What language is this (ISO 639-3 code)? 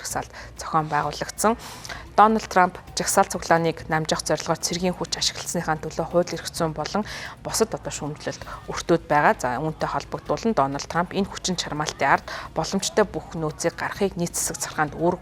mon